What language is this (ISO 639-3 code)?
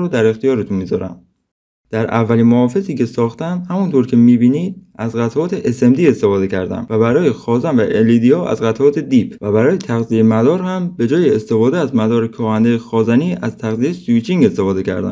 fas